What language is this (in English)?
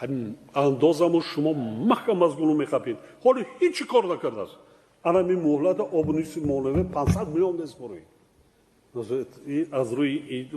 Tajik